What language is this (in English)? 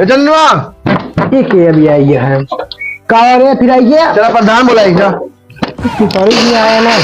Awadhi